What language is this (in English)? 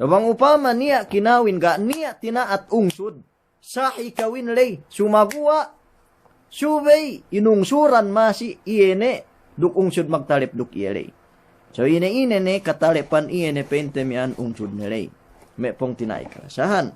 Yakan